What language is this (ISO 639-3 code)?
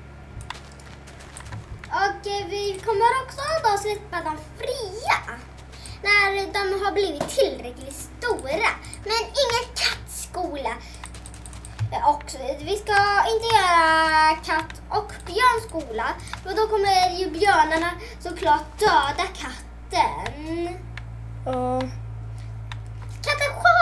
swe